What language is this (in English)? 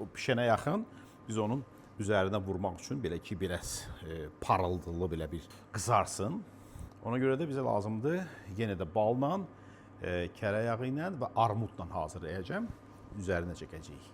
Azerbaijani